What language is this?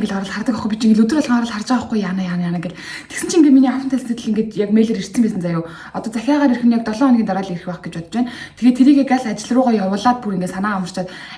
Mongolian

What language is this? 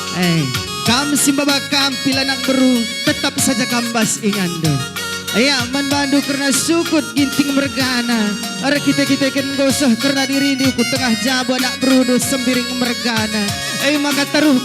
Batak Karo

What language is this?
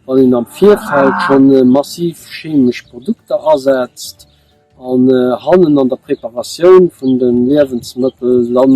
Luxembourgish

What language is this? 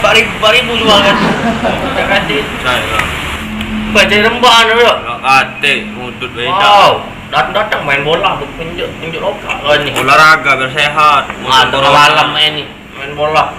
Musi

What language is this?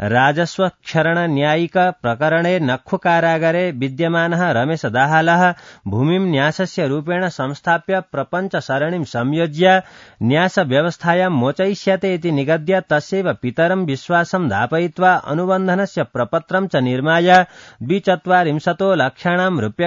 Sanskrit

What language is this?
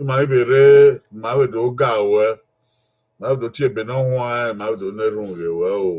Bini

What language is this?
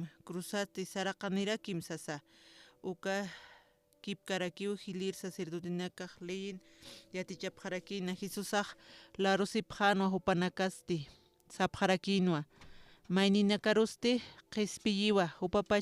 Aymara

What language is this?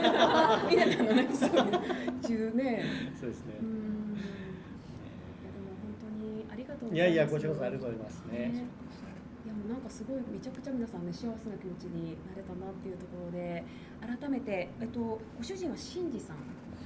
Japanese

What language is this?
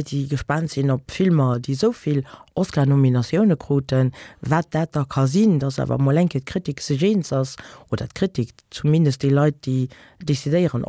Luxembourgish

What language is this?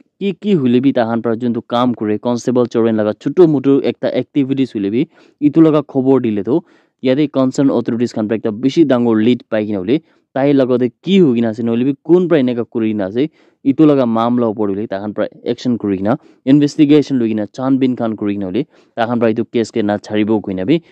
Naga Pidgin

